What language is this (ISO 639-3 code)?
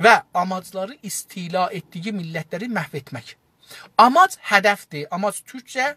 azb